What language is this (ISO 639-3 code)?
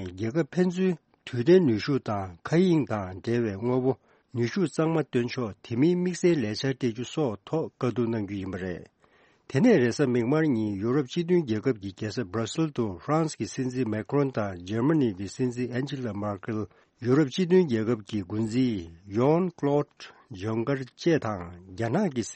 bod